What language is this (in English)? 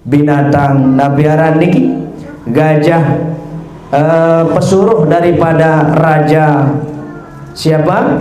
Sasak